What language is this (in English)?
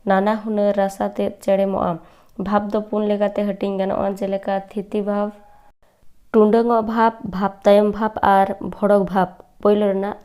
Santali